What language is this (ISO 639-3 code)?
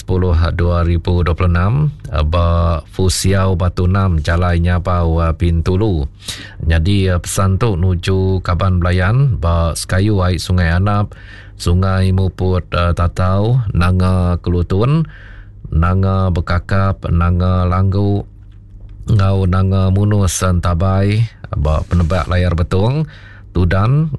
iba